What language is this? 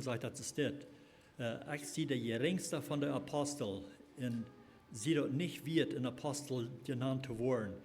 Plautdietsch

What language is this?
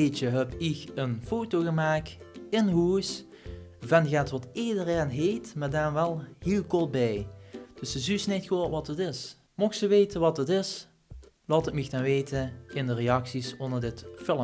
Limburgish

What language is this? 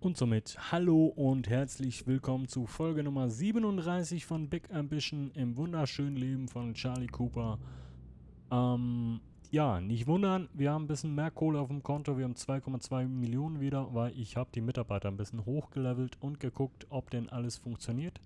Swiss German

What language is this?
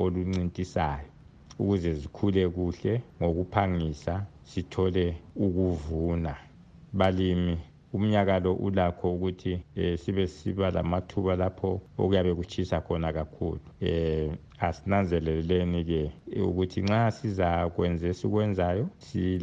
North Ndebele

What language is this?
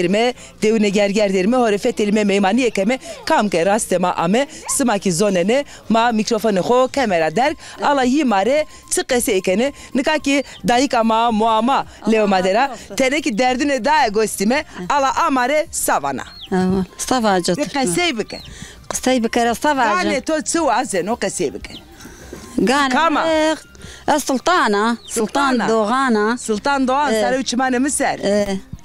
Zaza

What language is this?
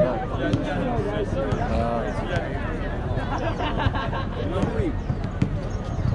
Chinese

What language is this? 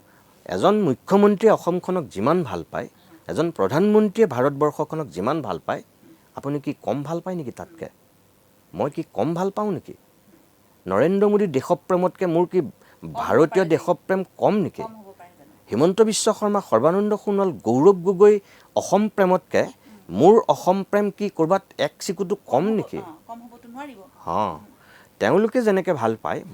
Assamese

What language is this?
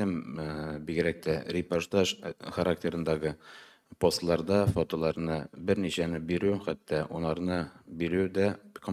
Tatar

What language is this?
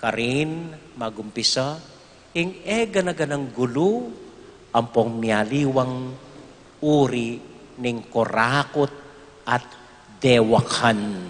Pampanga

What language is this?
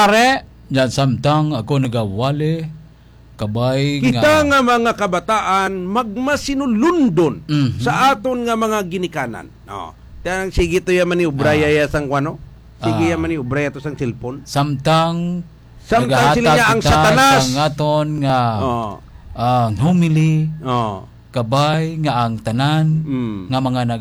Hiligaynon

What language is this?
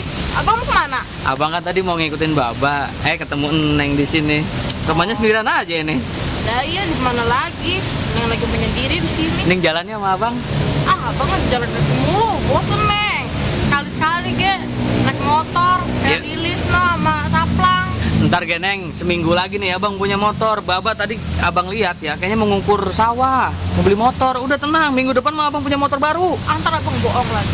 Betawi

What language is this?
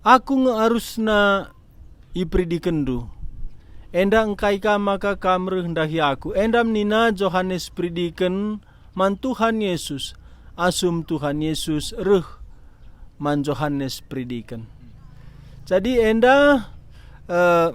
Batak Karo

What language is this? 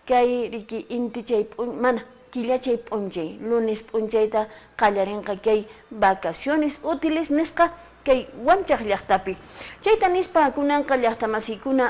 Quechua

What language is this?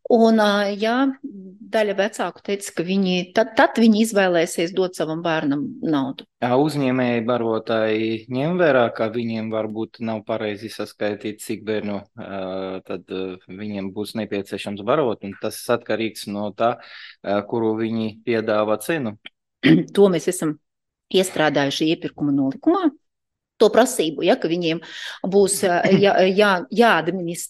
Latvian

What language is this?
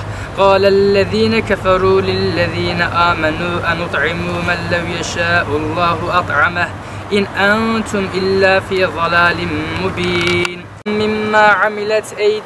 Kurdish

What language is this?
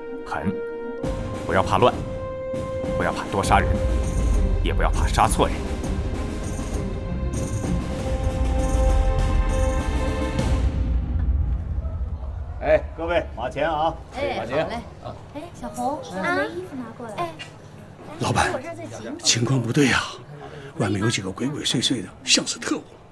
Chinese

